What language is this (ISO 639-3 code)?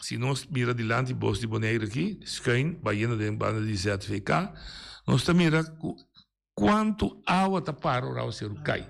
pap